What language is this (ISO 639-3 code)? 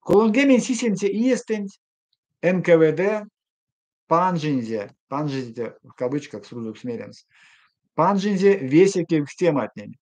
myv